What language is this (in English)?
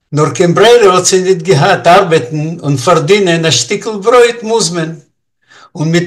Yiddish